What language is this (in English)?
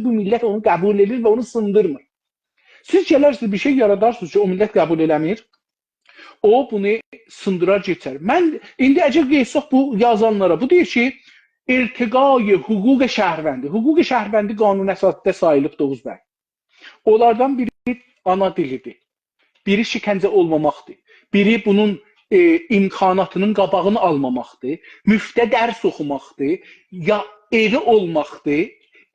South Azerbaijani